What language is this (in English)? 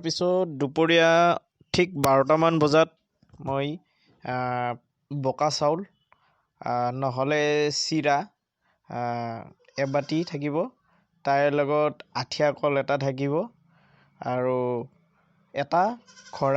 Assamese